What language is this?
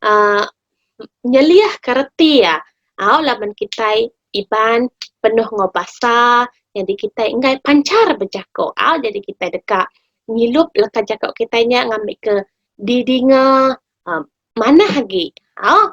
Iban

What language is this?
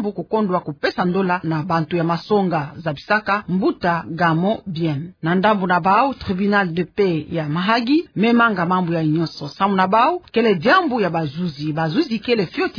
Kituba (Democratic Republic of Congo)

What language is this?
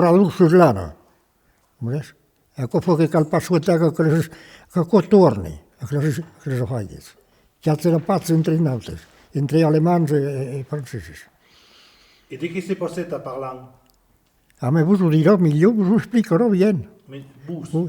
Occitan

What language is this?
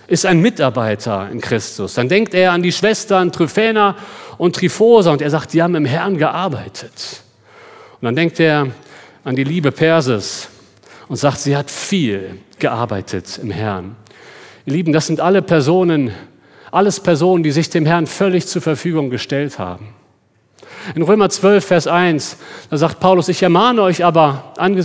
German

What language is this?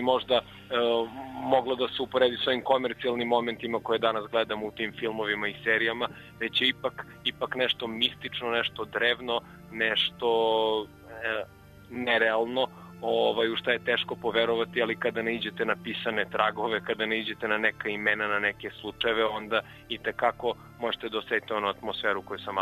Serbian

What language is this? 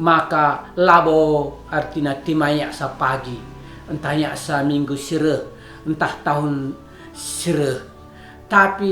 Batak Karo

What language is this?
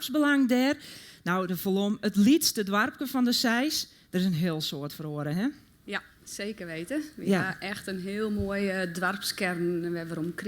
Western Frisian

